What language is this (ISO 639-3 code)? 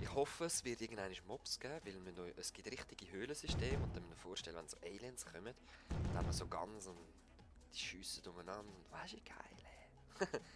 gsw